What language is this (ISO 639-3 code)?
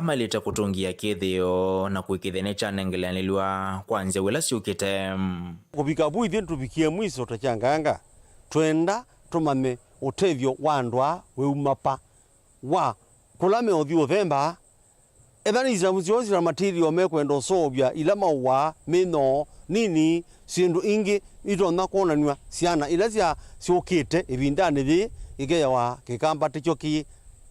kam